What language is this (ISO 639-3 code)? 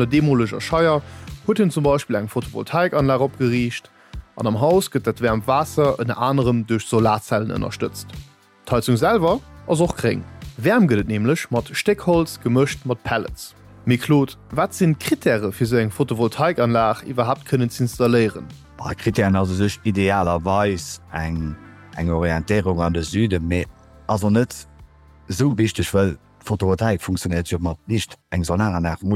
ltz